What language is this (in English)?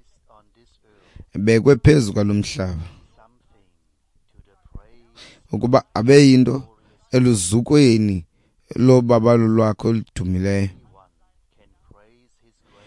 Xhosa